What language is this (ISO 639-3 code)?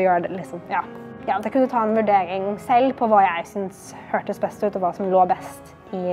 nor